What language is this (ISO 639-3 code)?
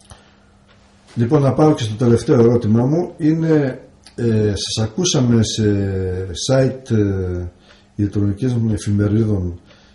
ell